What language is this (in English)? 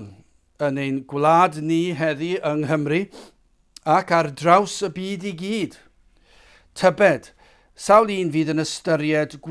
Welsh